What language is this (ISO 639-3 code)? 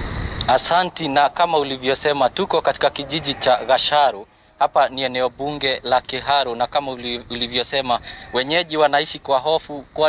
swa